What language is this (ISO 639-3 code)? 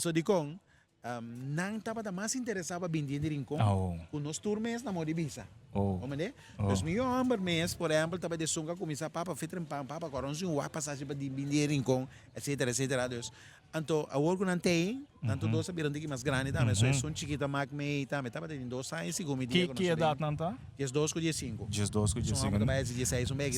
pap